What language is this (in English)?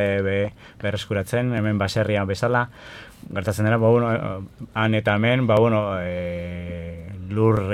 Basque